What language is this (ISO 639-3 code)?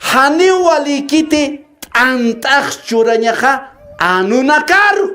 aym